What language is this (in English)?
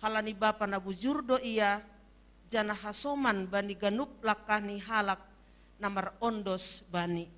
Batak Simalungun